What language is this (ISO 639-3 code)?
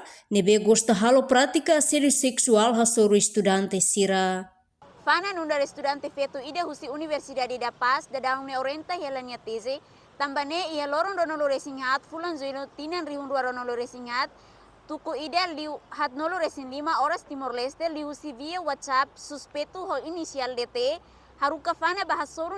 tet